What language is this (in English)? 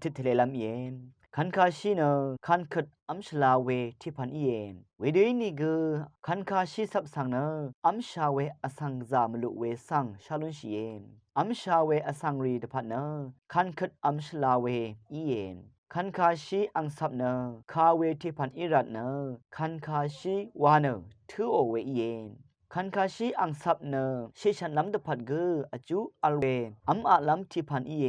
Rawang